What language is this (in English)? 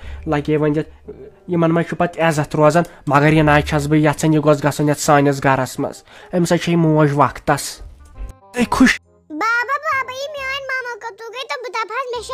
Kashmiri